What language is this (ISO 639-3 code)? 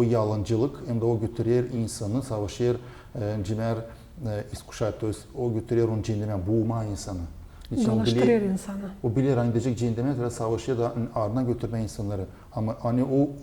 gag